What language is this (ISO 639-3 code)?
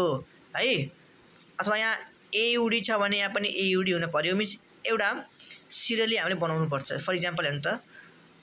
nep